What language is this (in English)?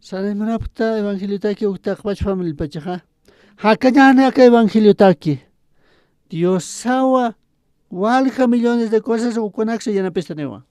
Aymara